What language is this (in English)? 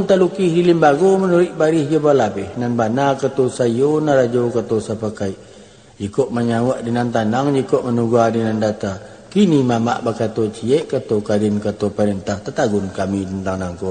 Minangkabau